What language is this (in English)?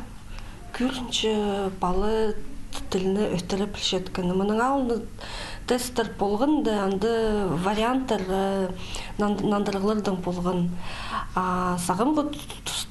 Khakas